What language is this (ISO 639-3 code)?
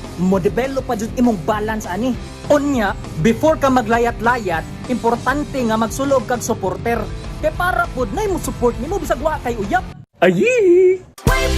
ceb